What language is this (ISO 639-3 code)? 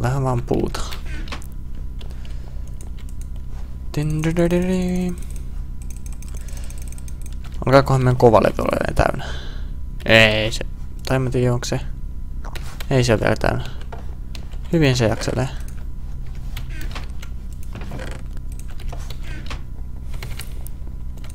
fin